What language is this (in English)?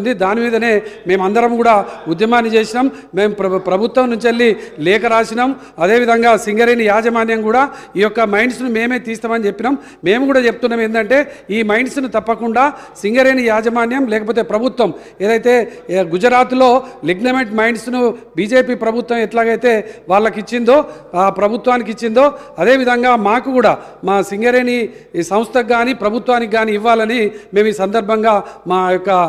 Telugu